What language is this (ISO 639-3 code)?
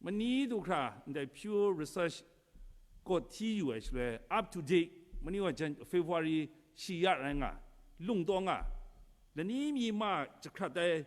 kac